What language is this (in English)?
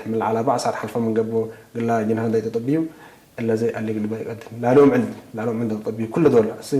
Tigre